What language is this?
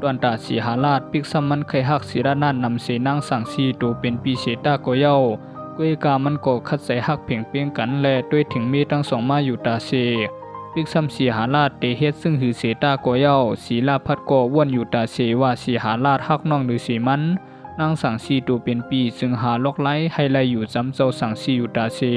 Shan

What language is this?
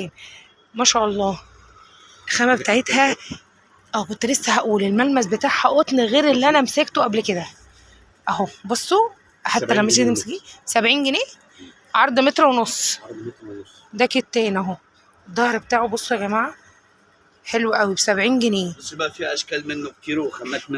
Egyptian Arabic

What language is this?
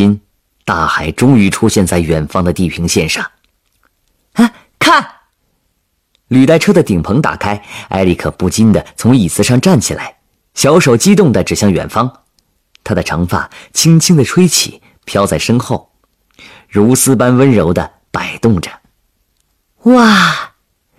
Chinese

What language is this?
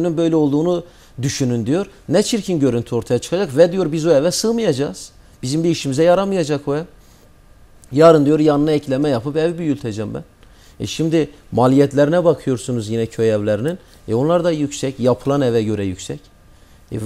Turkish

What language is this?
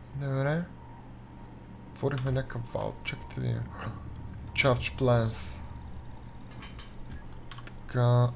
Bulgarian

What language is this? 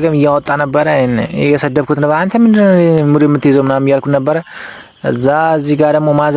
Amharic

